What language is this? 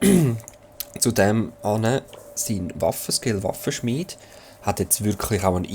Swiss German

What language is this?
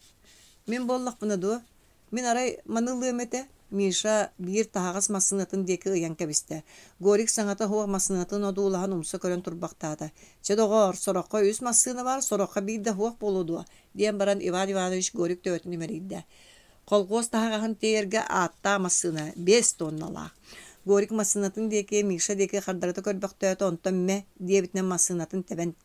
Yakut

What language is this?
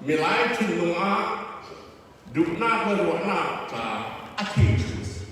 Falam Chin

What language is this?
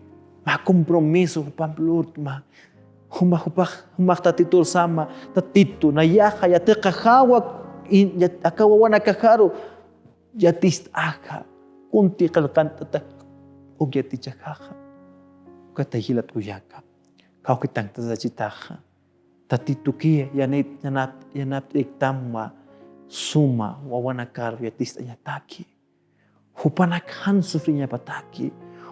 Aymara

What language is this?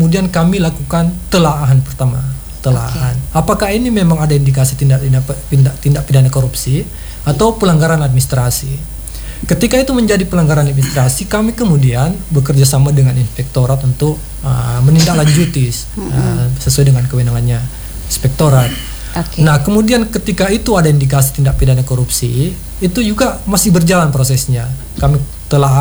Indonesian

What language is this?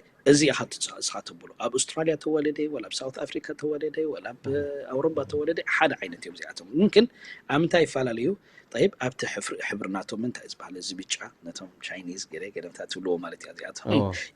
Tigrinya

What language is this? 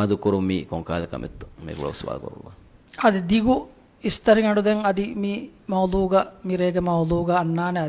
Divehi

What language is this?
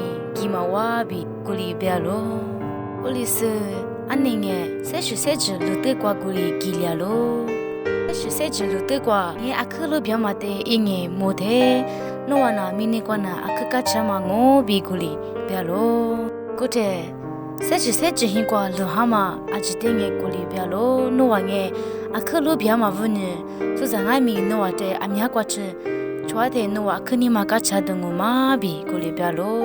Lisu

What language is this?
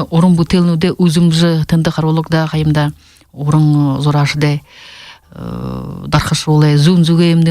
Buriat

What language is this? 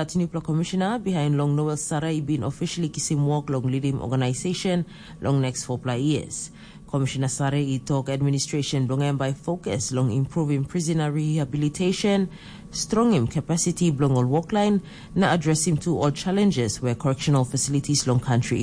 Tok Pisin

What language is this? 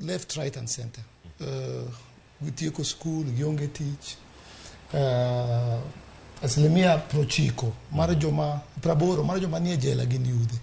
Luo (Kenya and Tanzania)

